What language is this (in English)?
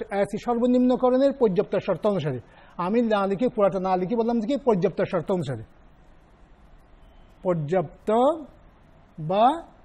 Bangla